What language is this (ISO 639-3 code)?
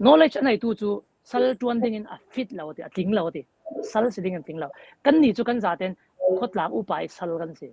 cfm